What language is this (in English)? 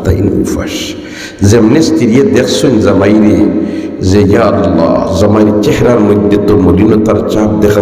Sylheti